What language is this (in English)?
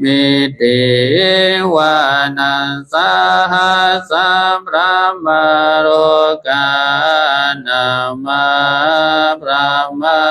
Pali